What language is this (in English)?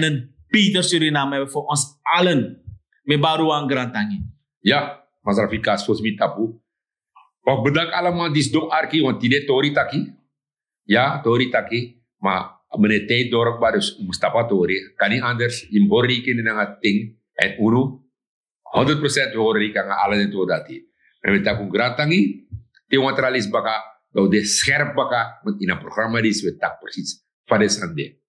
Sranan Tongo